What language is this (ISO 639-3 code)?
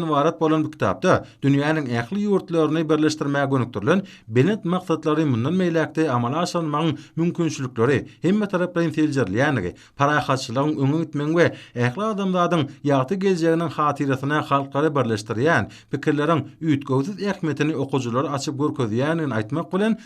tuk